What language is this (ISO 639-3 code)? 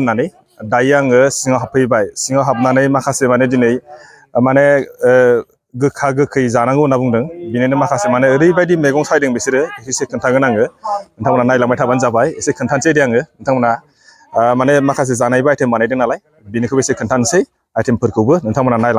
brx